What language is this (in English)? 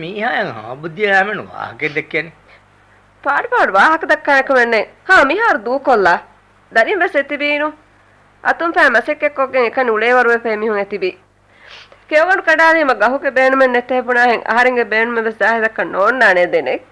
Divehi